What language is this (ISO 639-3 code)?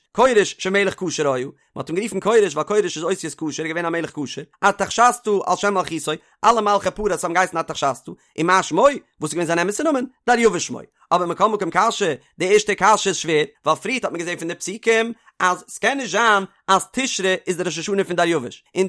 yid